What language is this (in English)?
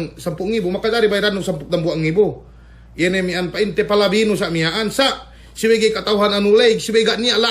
Yakan